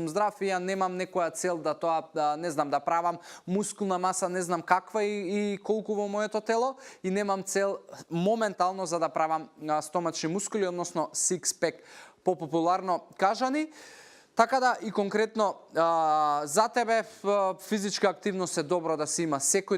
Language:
Macedonian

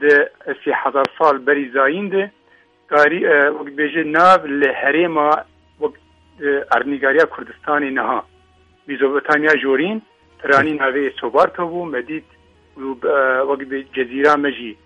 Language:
Kurdish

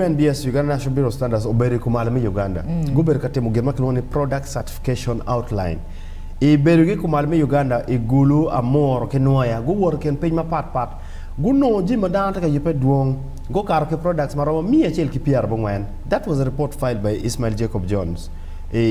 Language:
Acoli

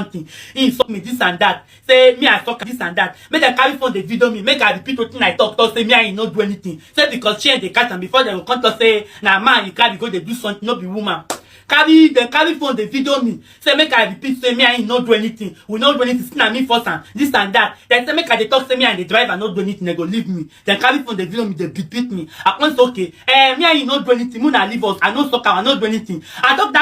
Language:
Nigerian Pidgin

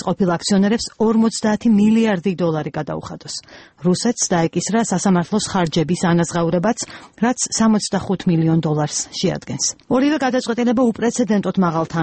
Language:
Georgian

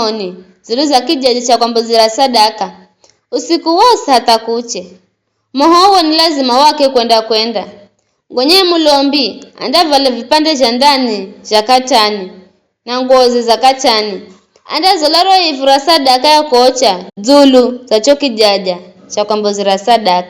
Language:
Giryama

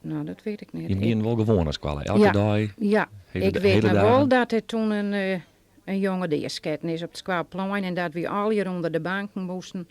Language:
Western Frisian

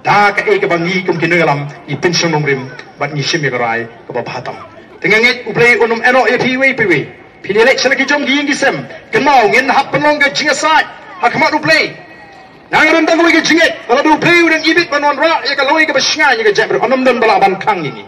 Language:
Khasi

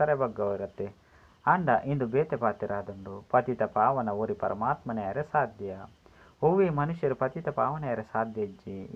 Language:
Tulu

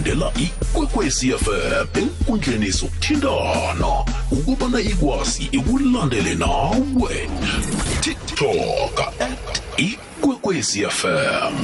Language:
South Ndebele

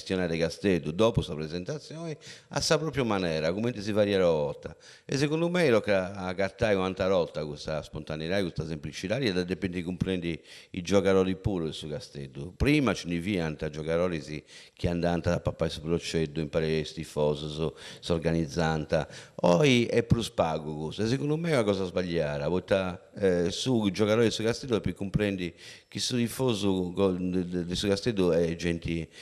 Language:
Sardinian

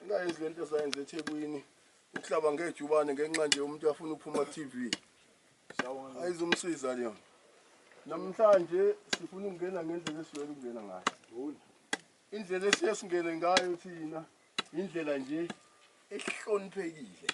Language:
Zulu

